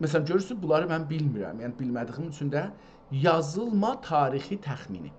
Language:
South Azerbaijani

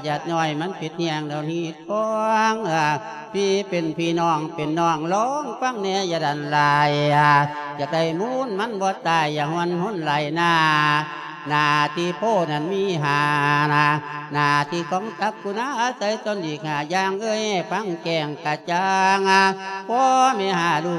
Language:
Lao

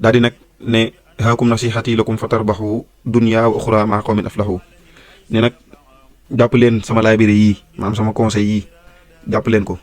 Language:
Wolof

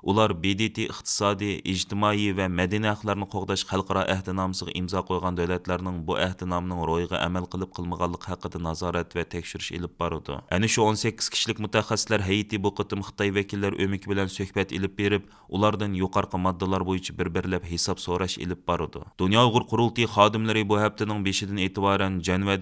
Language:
Uyghur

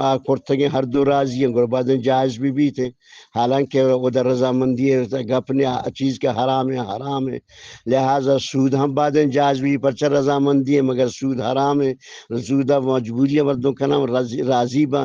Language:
Eastern Balochi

